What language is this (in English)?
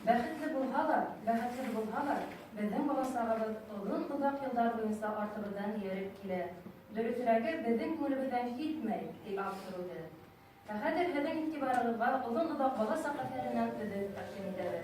Bashkir